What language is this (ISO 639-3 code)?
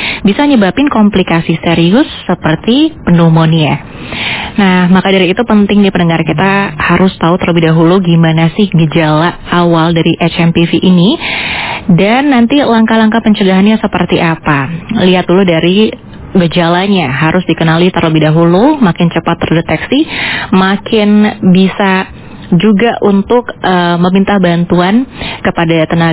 ind